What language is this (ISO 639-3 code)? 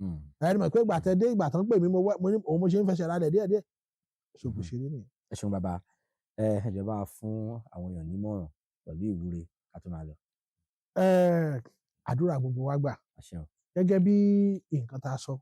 yor